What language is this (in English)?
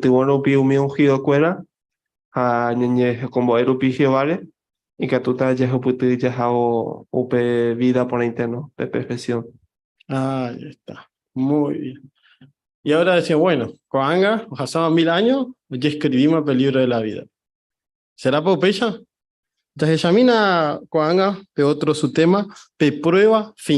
Guarani